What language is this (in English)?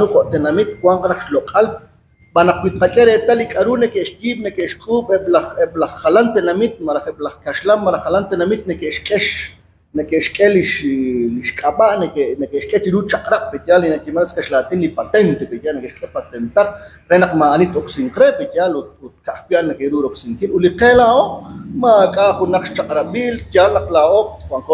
Kekchí